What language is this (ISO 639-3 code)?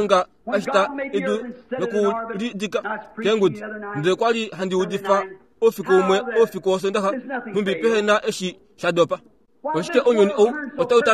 kua